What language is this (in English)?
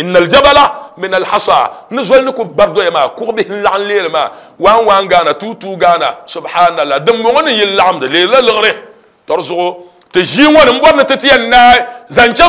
Dagbani